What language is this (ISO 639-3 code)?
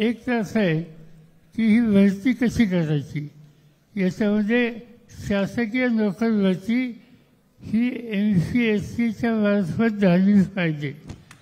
mar